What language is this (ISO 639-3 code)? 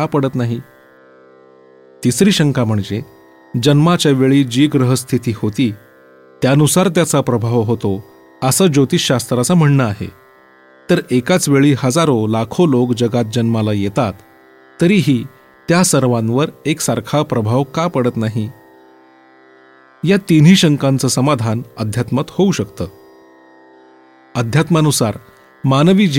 mar